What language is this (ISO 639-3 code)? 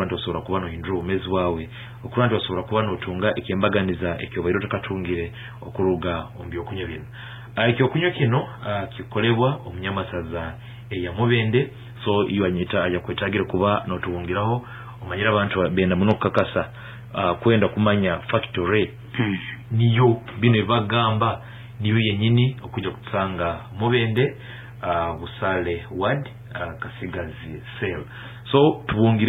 nyn